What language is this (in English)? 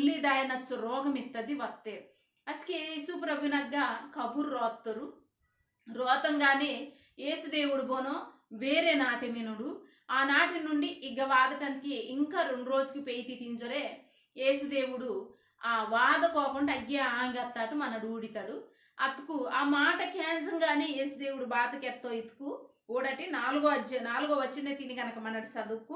Koya